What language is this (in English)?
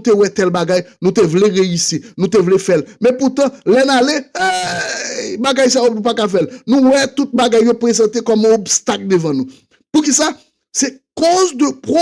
Haitian Creole